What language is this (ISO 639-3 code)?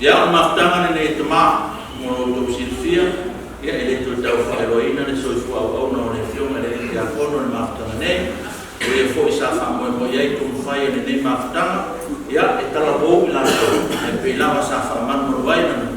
smo